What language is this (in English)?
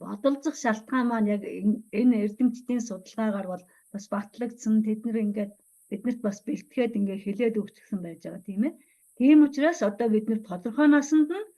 Mongolian